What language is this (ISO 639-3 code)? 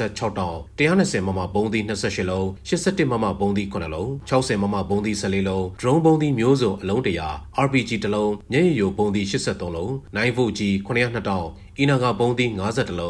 mya